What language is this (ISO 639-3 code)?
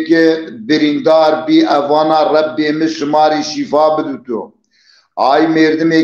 zza